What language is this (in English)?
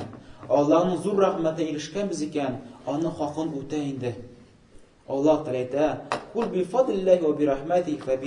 Tatar